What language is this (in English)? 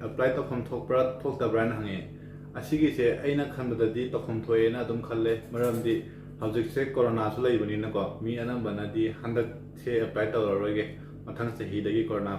Manipuri